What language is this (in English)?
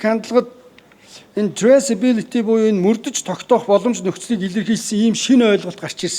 Mongolian